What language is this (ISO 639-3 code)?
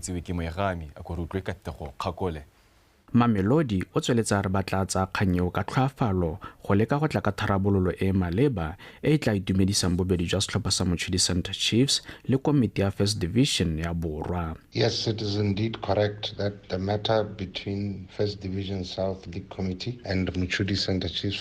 tsn